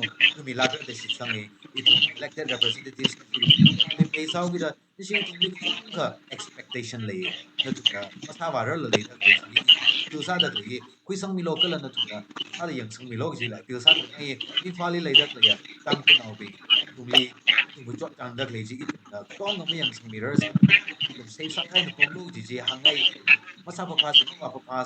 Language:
Tangkhul Naga (India)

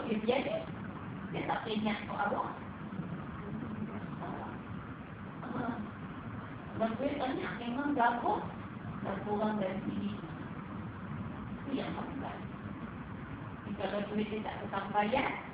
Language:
Malay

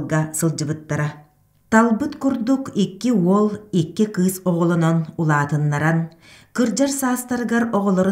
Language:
Yakut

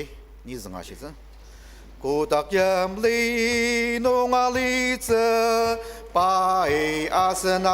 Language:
Ao Naga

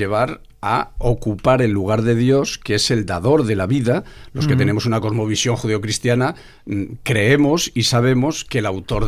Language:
Spanish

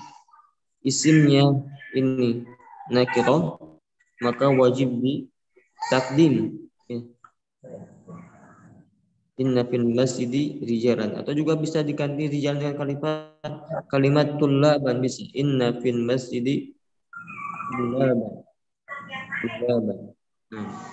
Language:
Indonesian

